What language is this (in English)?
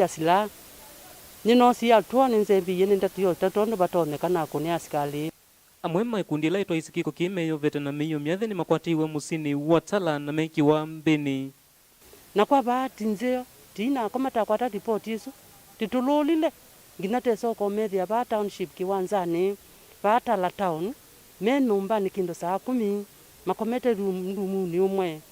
Kamba